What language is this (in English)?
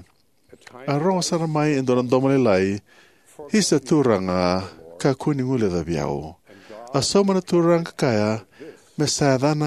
Fijian